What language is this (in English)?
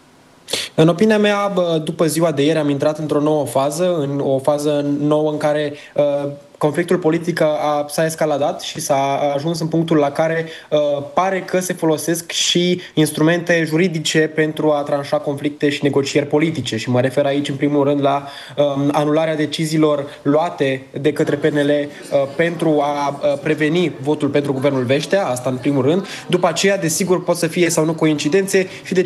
Romanian